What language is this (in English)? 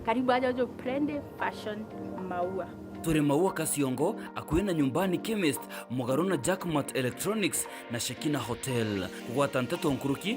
Meru